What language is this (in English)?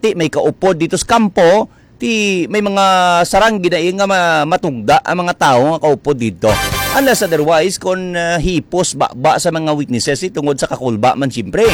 Hiligaynon